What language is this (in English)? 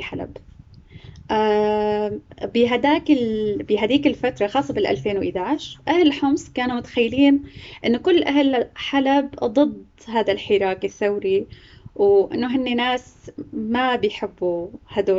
North Levantine Arabic